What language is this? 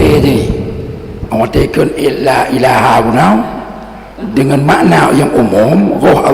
Achinese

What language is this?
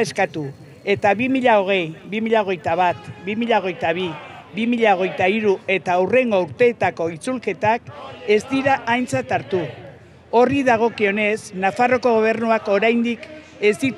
Basque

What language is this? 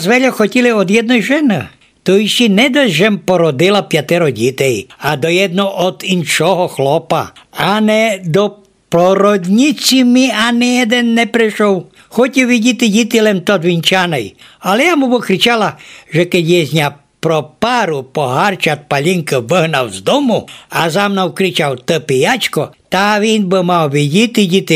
Rusyn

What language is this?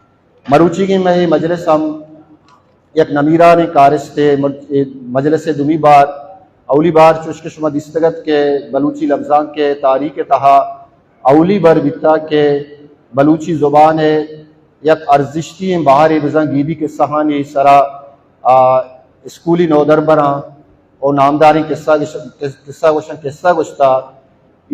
Baluchi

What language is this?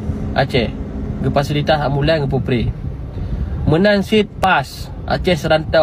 Achinese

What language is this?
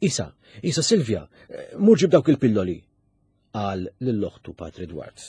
Maltese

